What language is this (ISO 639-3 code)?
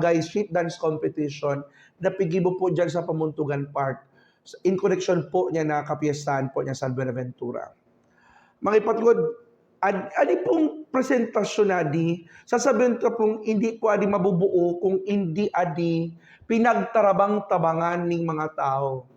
ubl